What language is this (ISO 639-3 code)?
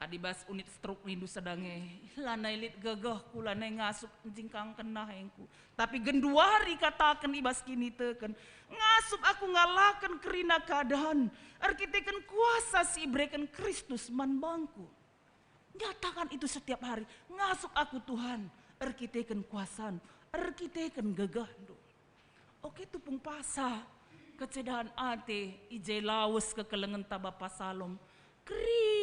btx